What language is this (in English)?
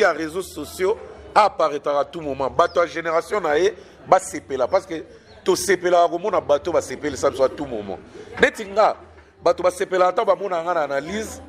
Lingala